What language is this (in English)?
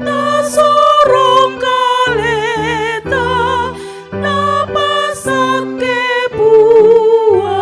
Toraja-Sa'dan